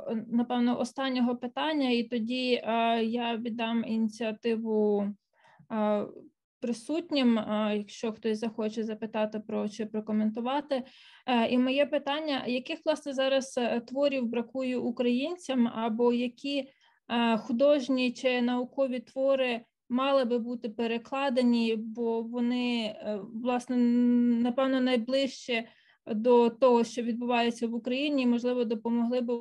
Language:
Ukrainian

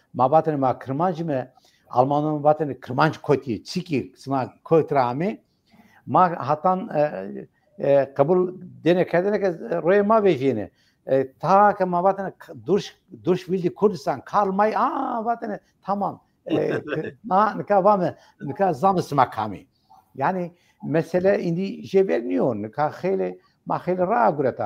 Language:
Zaza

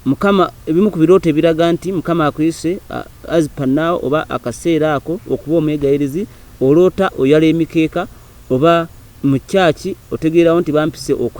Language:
Ganda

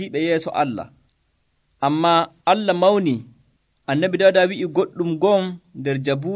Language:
Nigerian Fulfulde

